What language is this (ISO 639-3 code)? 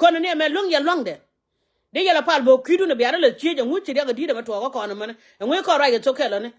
nus